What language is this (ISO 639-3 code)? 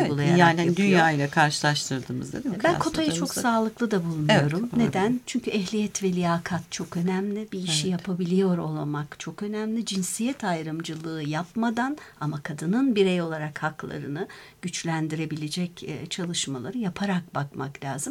tur